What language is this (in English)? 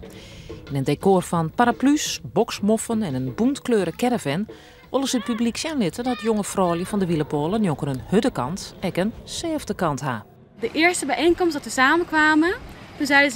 Western Frisian